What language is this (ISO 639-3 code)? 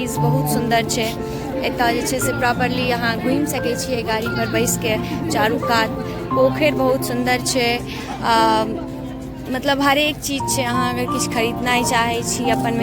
mai